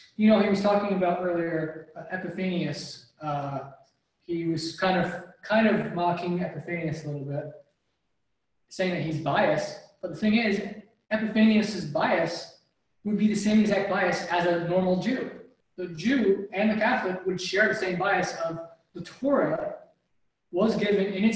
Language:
English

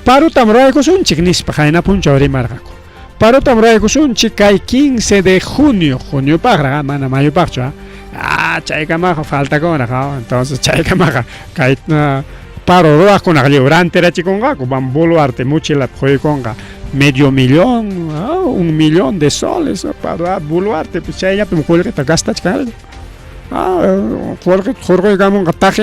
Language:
Ayacucho Quechua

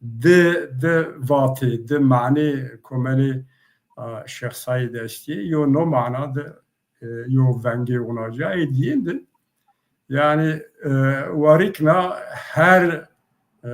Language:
Zaza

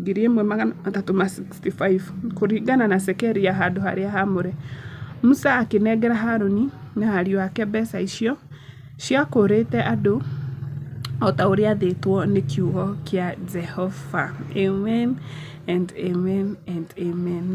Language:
Kikuyu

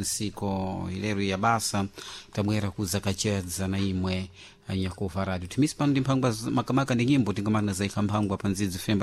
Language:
Sena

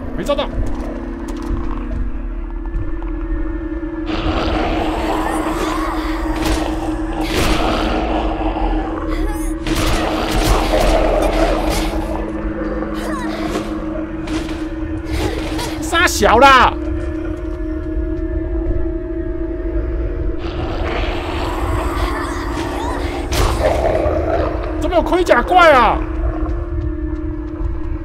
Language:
Chinese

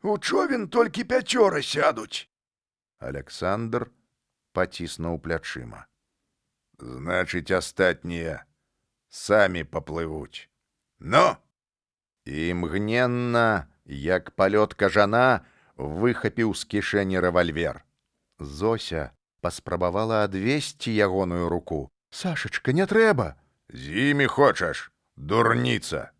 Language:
Belarusian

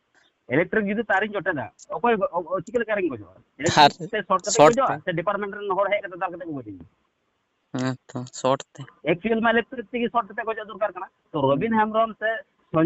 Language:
Santali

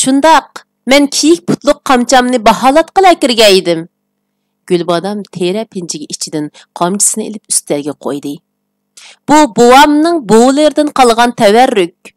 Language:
Uyghur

